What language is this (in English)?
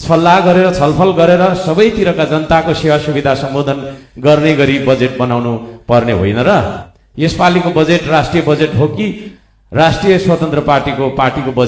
Nepali